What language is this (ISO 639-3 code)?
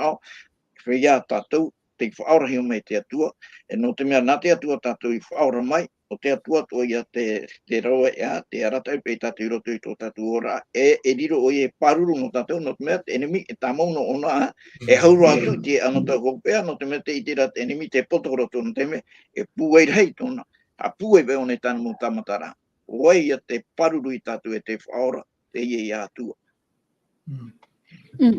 tah